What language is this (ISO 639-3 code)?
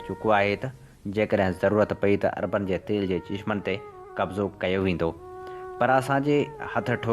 snd